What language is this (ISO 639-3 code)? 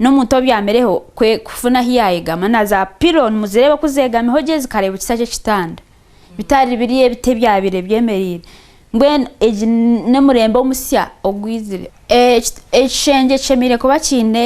nyn